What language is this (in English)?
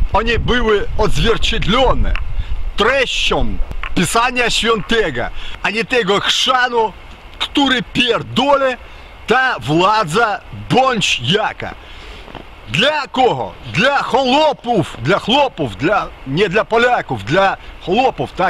Polish